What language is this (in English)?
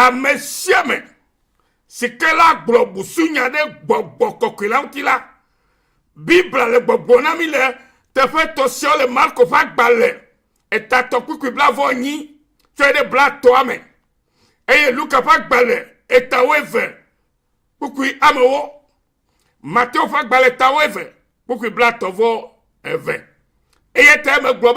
Ewe